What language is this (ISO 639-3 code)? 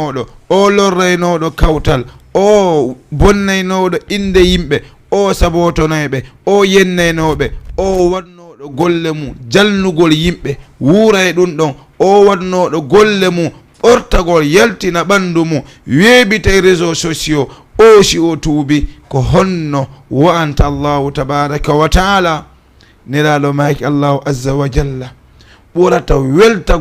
ful